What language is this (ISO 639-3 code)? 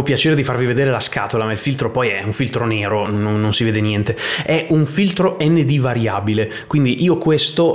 ita